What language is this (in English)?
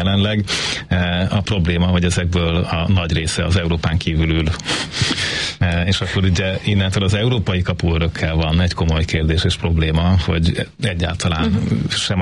Hungarian